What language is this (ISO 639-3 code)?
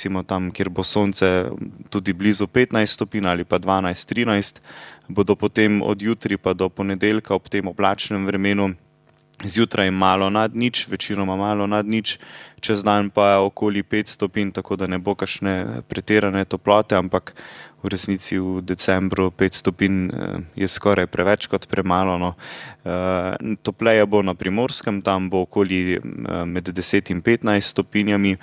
slv